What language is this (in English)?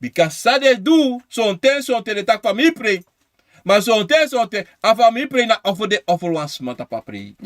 Sranan Tongo